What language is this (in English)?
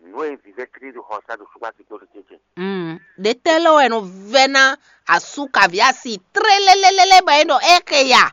Fon